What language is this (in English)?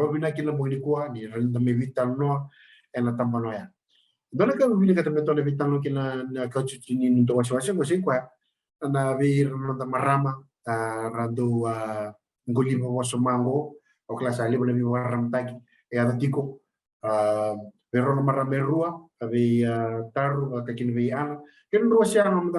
Fijian